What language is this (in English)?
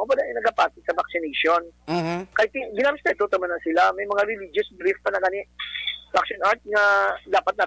Hiligaynon